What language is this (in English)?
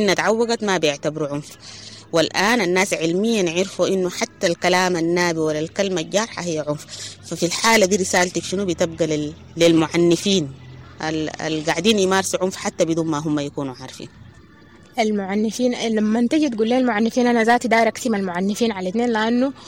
Sudanese Arabic